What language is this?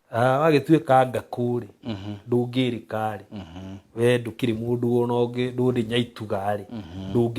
Kikuyu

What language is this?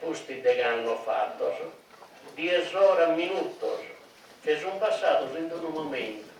Sardinian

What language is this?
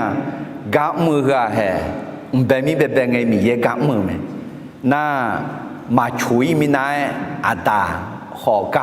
Akha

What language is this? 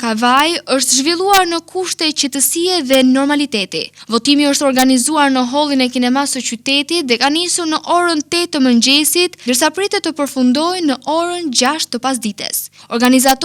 Albanian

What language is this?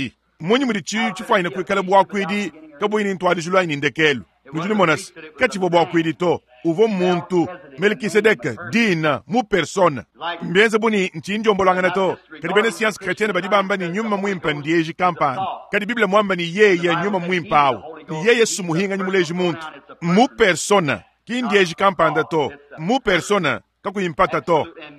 Luba-Lulua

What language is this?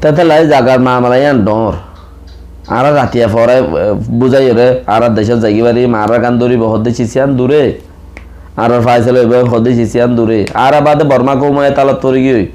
Rohingya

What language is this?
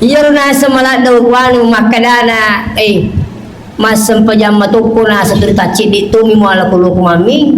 Buginese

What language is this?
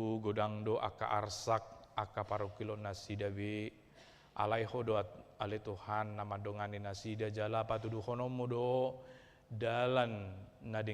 Batak Toba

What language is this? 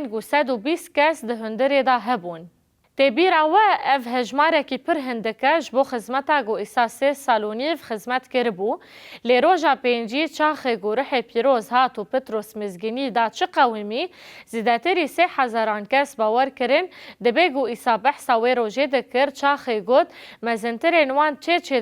Kurdish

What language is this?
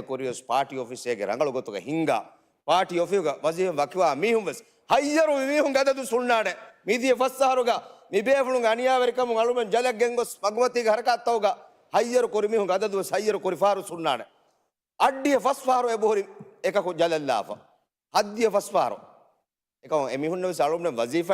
Divehi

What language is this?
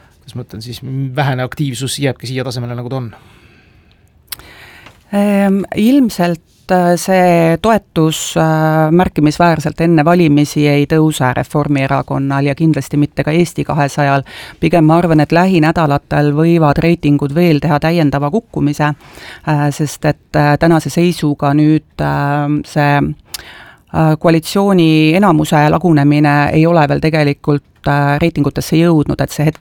Estonian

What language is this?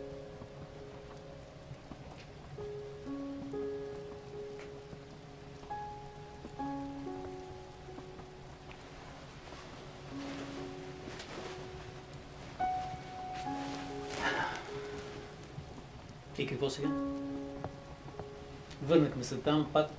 Bulgarian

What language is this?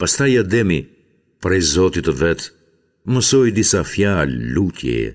Albanian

